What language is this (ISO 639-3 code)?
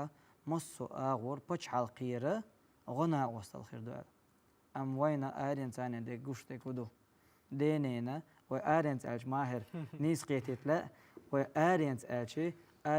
che